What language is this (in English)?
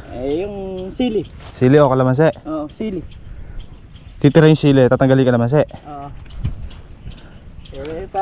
Filipino